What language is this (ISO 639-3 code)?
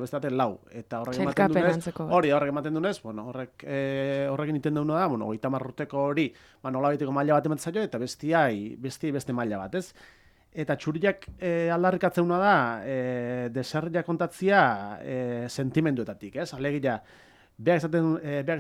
eus